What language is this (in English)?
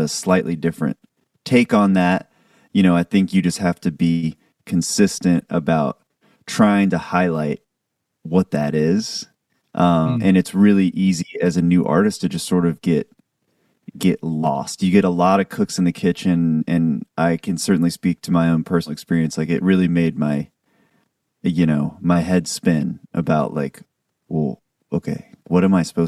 English